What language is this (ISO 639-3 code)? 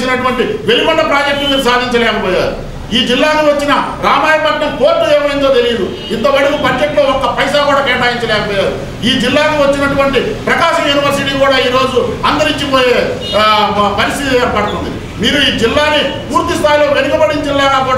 tel